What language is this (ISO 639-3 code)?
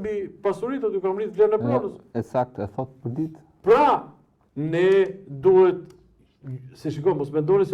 sqi